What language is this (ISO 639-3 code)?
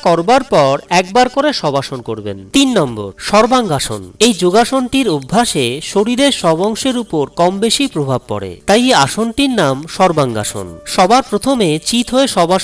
ben